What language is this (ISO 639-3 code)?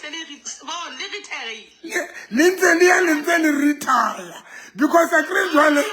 sot